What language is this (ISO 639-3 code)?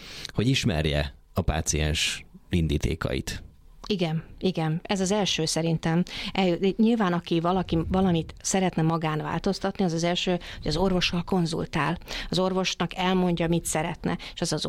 hun